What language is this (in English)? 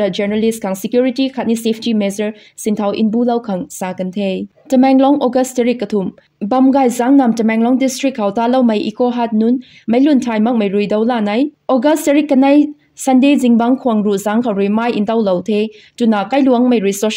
Rongmei Naga